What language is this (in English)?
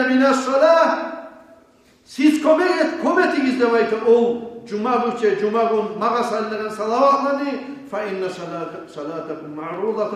Kumyk